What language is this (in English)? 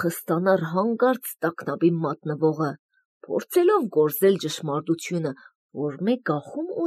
Armenian